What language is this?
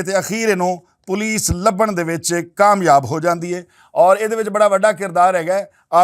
Western Panjabi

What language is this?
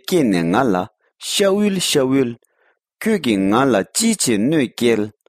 Tibetan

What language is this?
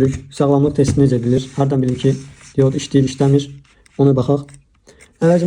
Azerbaijani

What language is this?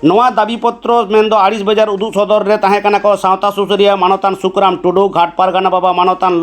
Santali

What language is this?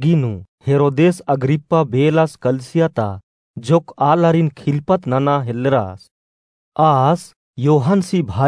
Kurukh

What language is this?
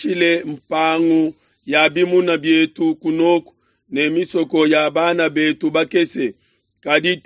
Luba-Lulua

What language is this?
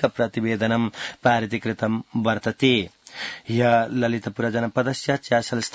Sanskrit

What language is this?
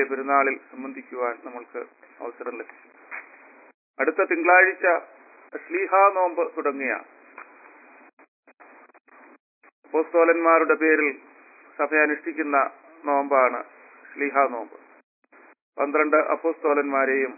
Malayalam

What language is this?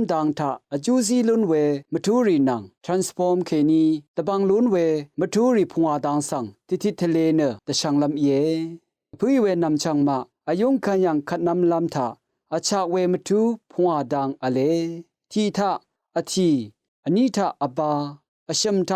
Rawang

